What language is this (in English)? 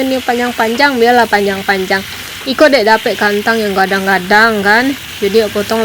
Minangkabau